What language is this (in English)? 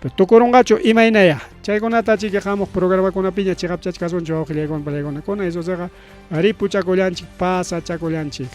Ayacucho Quechua